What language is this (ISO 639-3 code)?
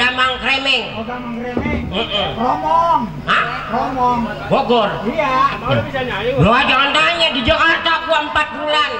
bew